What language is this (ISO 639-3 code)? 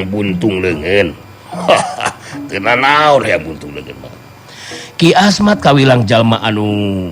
sun